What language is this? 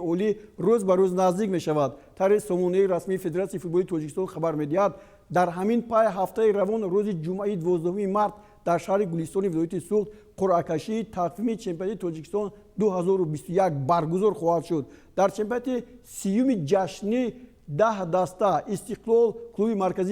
Tajik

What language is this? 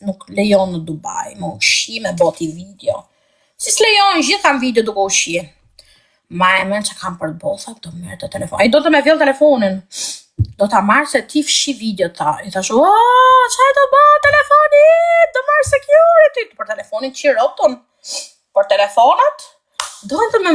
Albanian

